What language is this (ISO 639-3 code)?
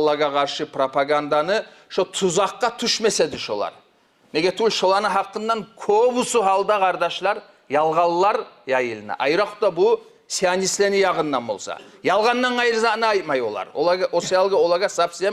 kum